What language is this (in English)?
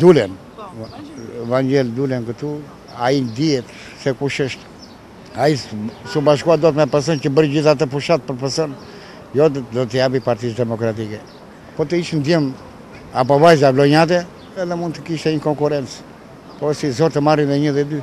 Albanian